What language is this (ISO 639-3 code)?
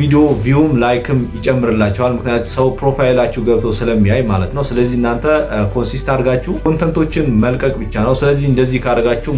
amh